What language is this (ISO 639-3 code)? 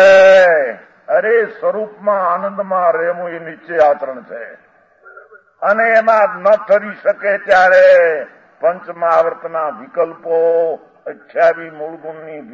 guj